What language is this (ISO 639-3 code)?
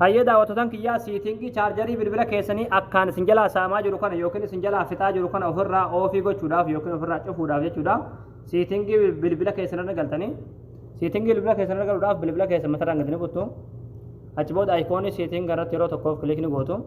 orm